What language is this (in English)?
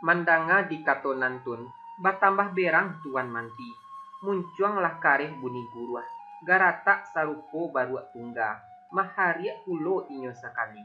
Minangkabau